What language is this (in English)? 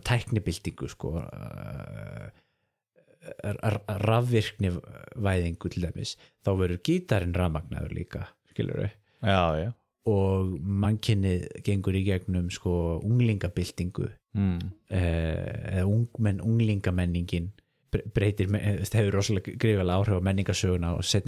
Icelandic